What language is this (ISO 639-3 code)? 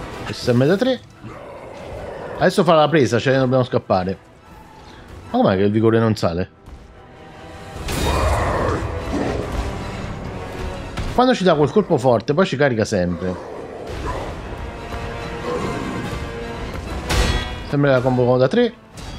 ita